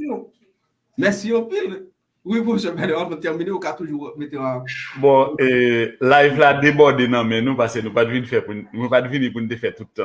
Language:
Haitian Creole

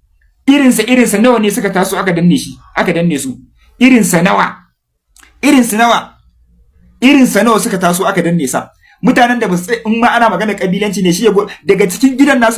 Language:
Hausa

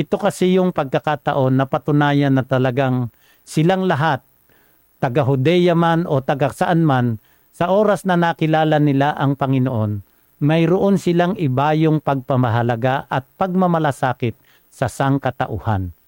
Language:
Filipino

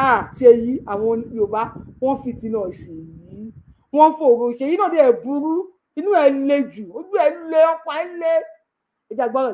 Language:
Yoruba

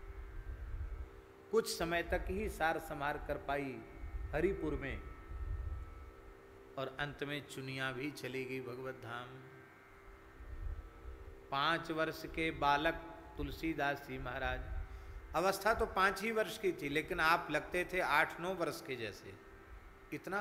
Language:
Hindi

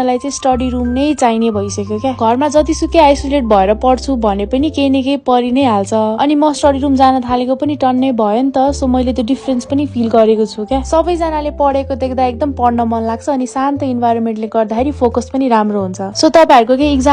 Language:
Nepali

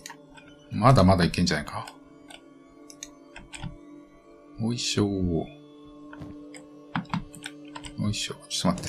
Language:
Japanese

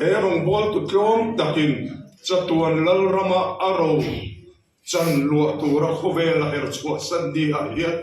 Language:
Mizo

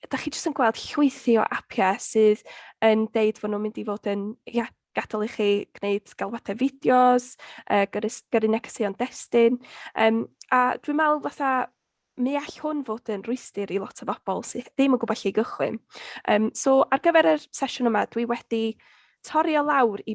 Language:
Welsh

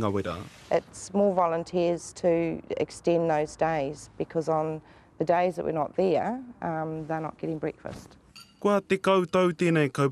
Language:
Māori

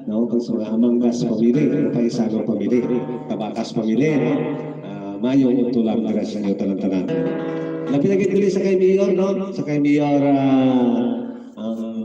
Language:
Hiligaynon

